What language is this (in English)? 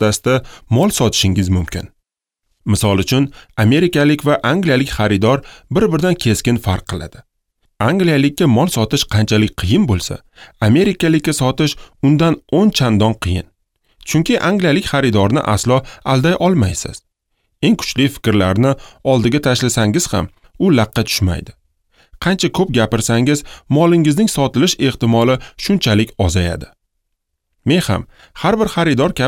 Uzbek